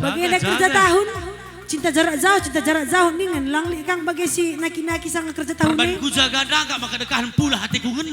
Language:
Batak Karo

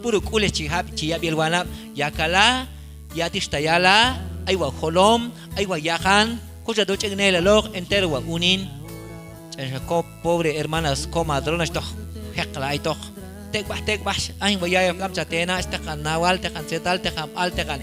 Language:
Q'anjob'al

